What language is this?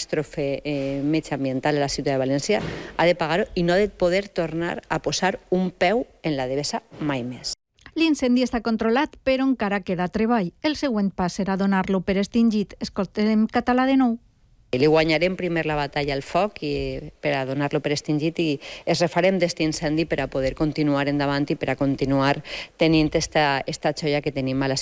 Catalan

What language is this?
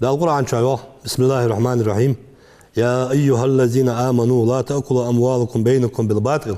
Ingush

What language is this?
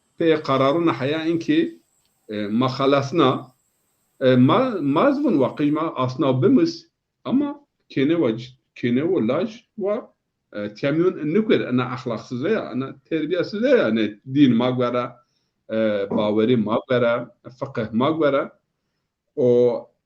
Zaza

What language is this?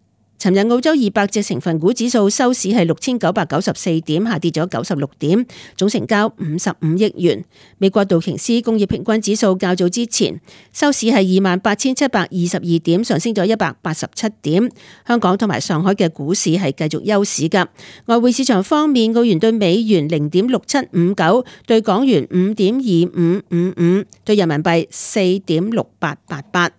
Cantonese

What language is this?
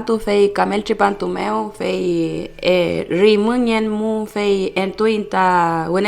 Mapuche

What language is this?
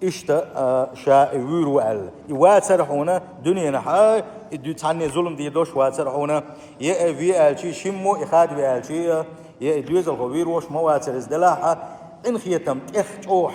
Chechen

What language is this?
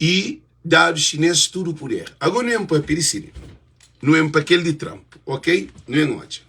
Kabuverdianu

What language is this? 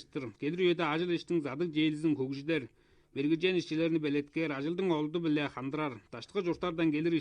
Tuvinian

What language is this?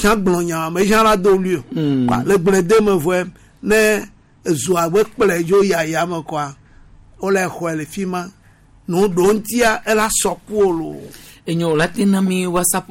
Gen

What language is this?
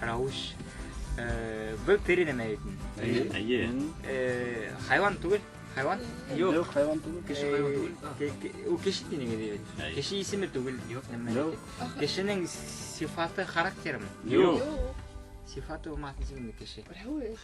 Bashkir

